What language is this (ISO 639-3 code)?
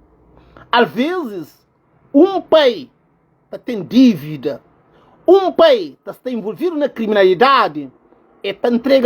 kea